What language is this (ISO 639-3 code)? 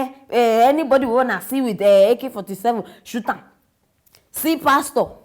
pcm